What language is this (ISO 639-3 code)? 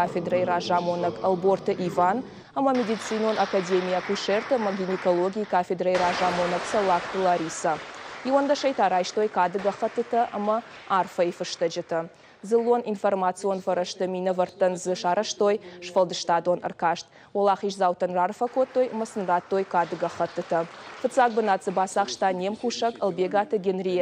oss